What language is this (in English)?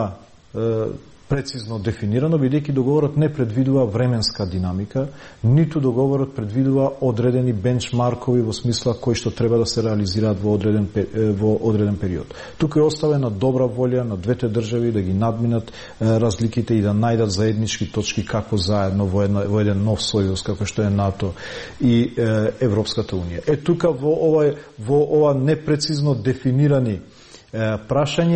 Macedonian